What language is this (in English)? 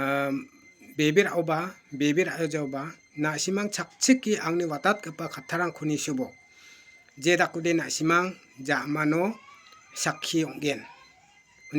Garo